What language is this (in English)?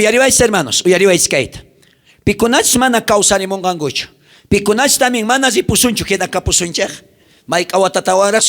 South Bolivian Quechua